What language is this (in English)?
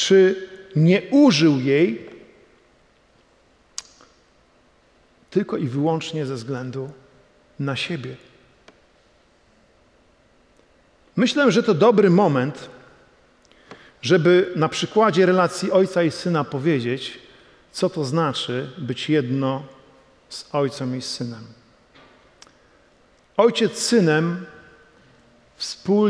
Polish